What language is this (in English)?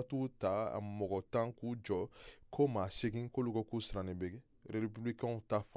Bambara